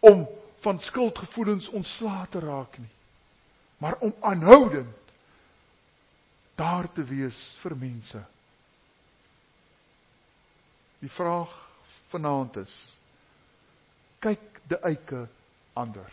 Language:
Afrikaans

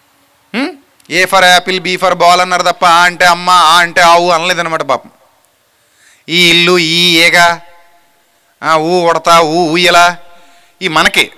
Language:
Telugu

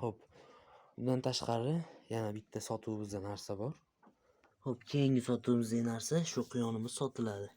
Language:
Uzbek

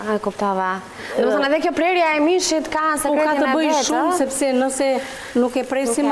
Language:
Albanian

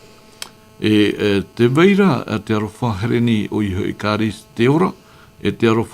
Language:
Tahitian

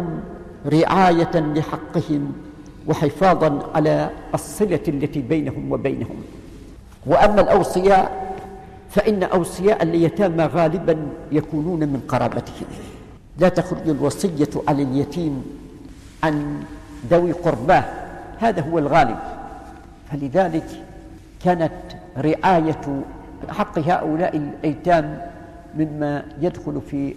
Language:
Arabic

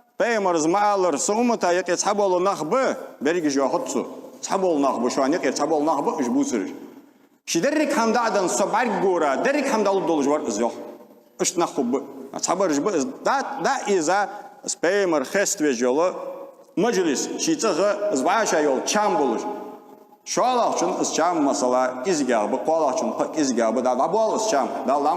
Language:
Ingush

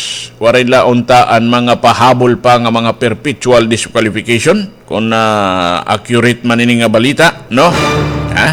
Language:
Waray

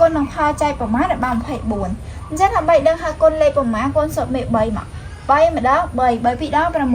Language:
Khmer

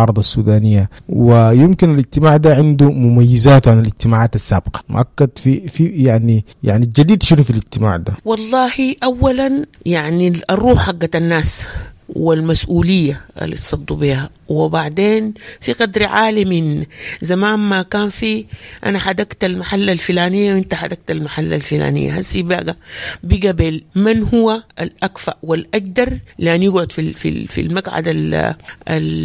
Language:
Sudanese Arabic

